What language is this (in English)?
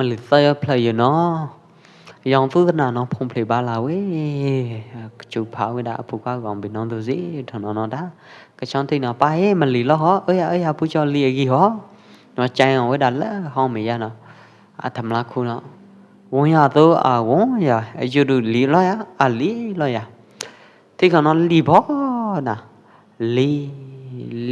Pwo Eastern Karen